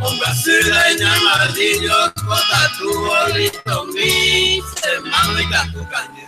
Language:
Guarani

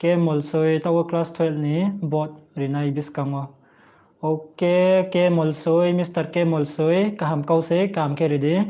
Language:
Riang (India)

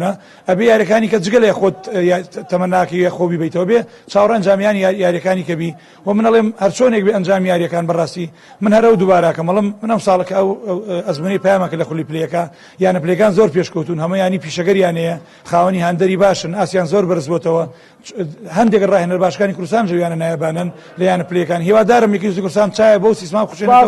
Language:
Central Kurdish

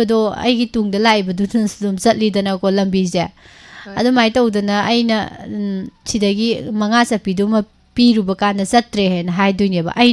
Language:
Manipuri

